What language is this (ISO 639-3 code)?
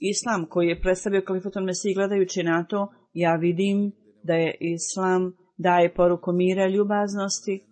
bos